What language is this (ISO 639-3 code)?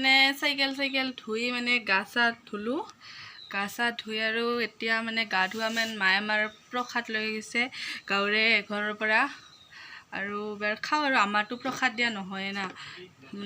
asm